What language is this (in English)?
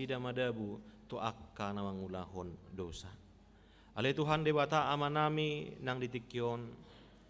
Batak Toba